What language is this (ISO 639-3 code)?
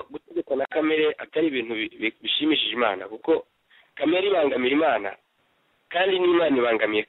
kin